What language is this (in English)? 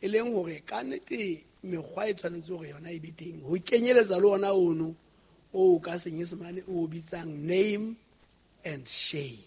Southern Sotho